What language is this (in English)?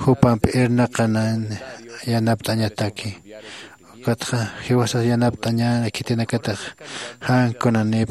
Aymara